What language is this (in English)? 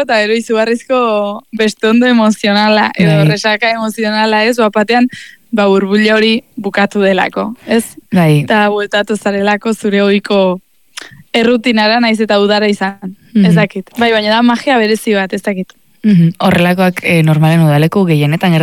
Basque